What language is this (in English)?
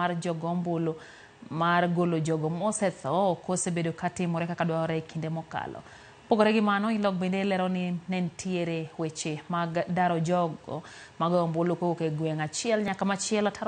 Luo (Kenya and Tanzania)